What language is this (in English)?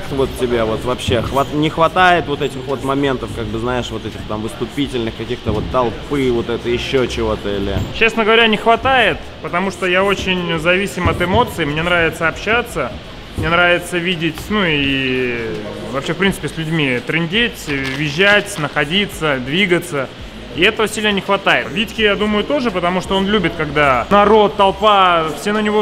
Russian